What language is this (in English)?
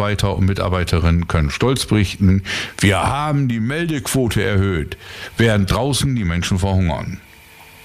German